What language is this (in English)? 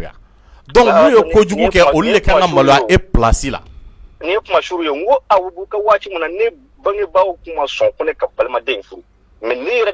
Bambara